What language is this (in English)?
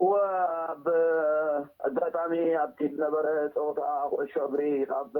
Tigrinya